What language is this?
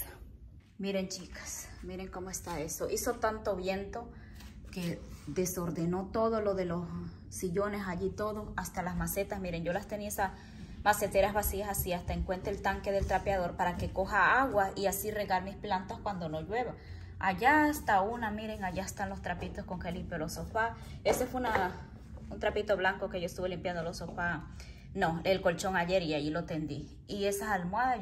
Spanish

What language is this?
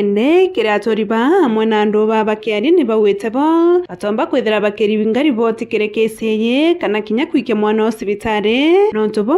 Meru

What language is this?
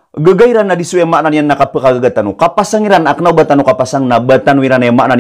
Maranao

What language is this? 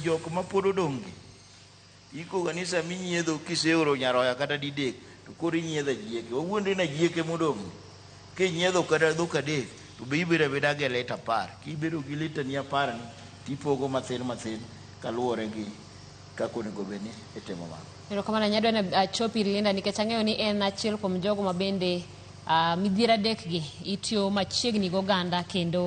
Luo (Kenya and Tanzania)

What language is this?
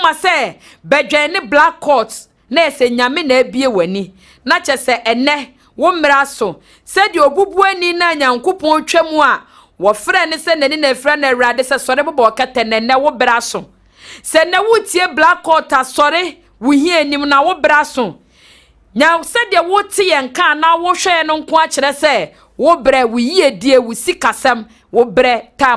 Akan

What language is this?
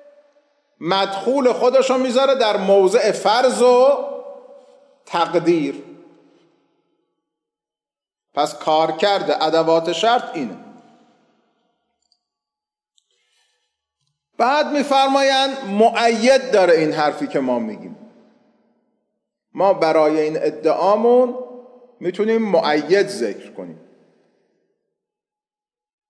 Persian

